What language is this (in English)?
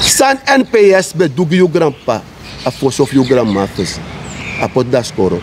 Sranan Tongo